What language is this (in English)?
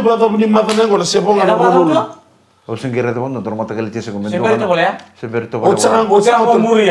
Fijian